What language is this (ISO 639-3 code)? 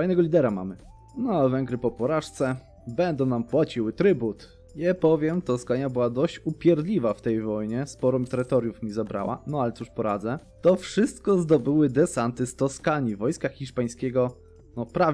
pol